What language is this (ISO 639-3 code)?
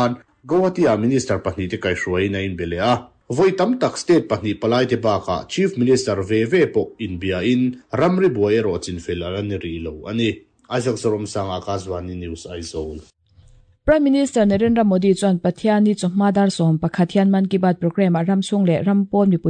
lus